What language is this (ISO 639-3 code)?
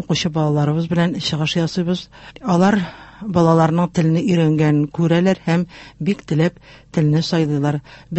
tat